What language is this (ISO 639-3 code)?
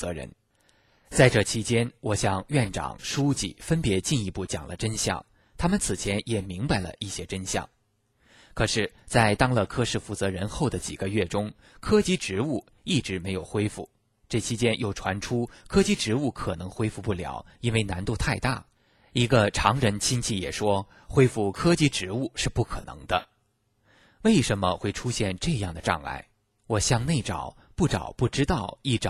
zho